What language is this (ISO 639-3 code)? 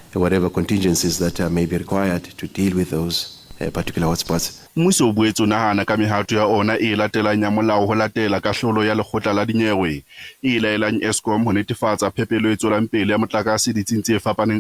sot